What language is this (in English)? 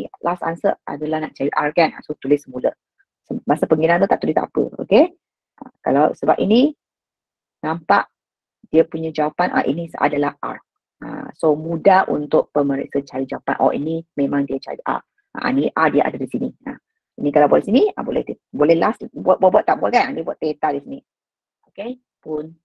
Malay